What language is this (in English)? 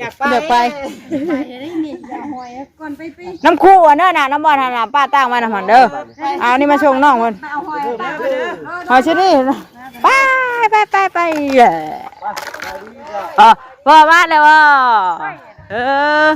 Northeastern Thai